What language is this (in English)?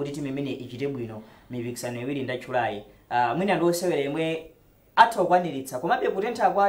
Nyanja